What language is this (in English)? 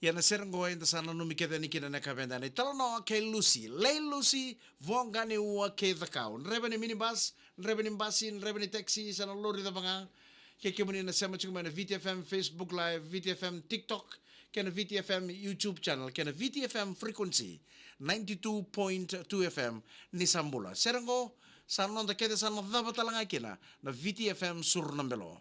Fijian